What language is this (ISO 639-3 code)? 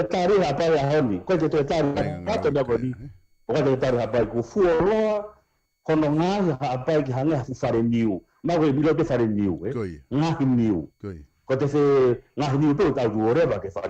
ton